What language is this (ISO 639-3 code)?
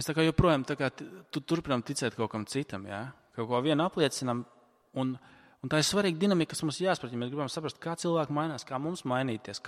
lav